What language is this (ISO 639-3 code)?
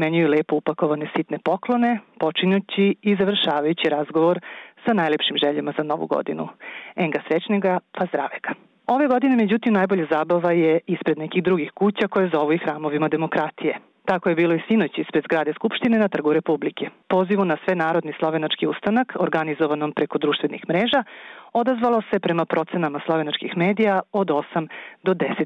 srp